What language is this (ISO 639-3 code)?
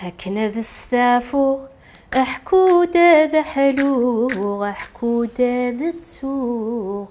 kab